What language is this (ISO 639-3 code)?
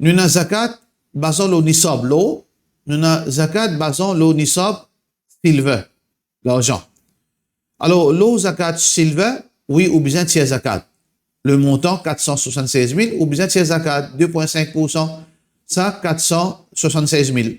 mfe